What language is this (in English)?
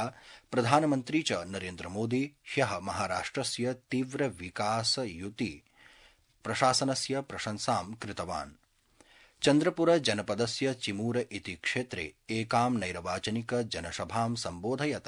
Sanskrit